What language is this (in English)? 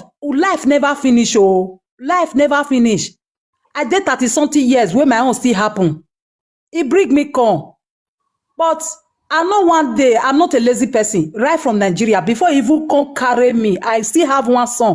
Nigerian Pidgin